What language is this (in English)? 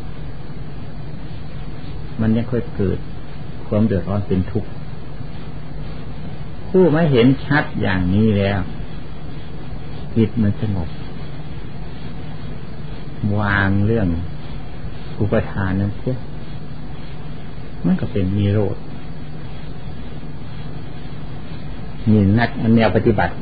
Thai